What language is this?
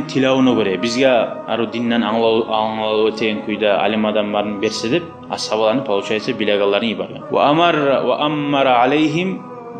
Kumyk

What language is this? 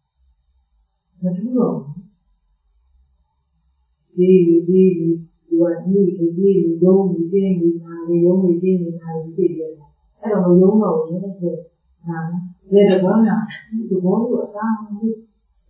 Burmese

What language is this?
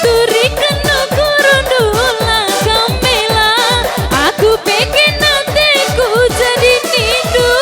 Batak Karo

